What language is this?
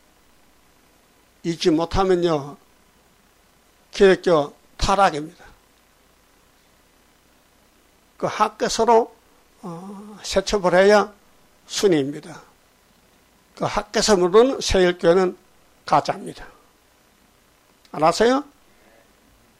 Korean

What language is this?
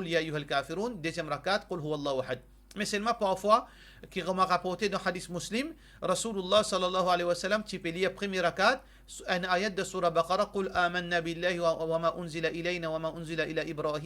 Morisyen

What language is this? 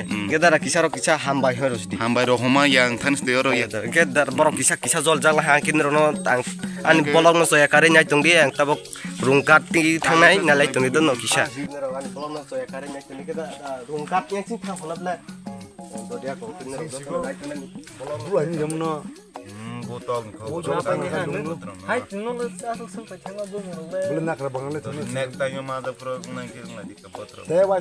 Kok Borok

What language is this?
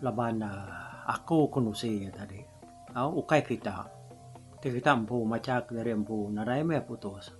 Iban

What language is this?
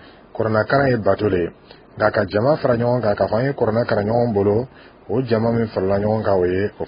Dyula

